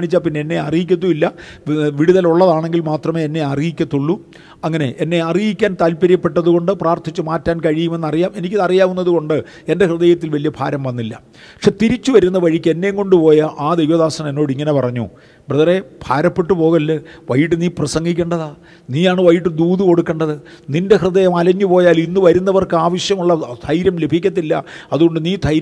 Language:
Malayalam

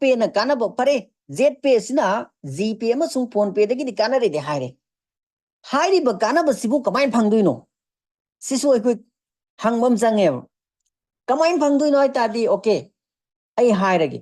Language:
Manipuri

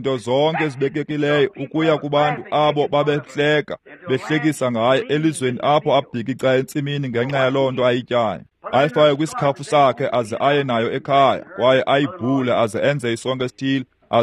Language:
Xhosa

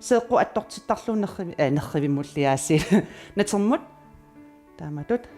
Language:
Kalaallisut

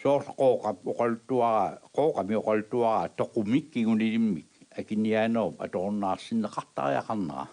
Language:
Kalaallisut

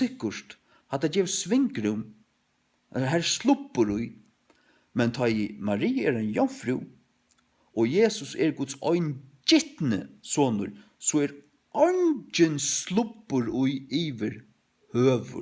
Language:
Faroese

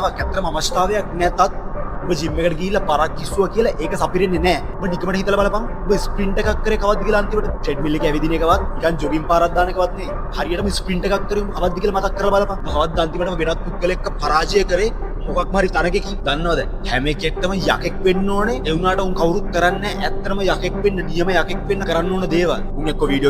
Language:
Sinhala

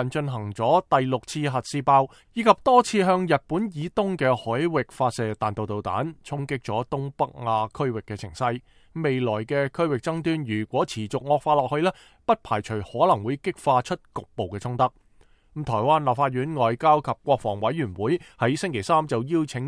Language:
Cantonese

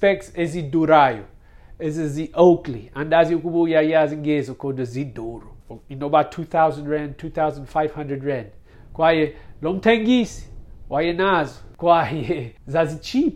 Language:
Xhosa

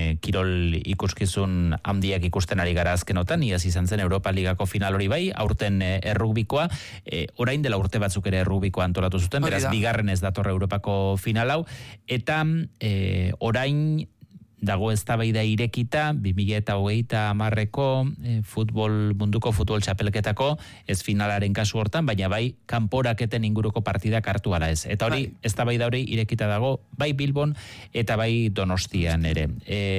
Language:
Basque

